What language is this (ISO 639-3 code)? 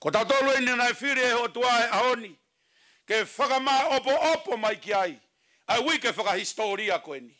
ton